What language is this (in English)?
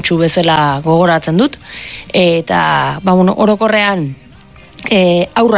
Basque